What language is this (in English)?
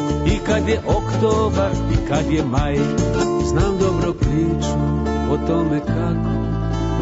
Serbian